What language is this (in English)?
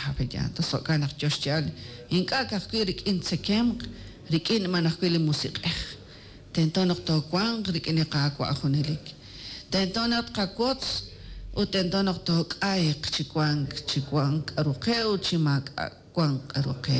Kekchí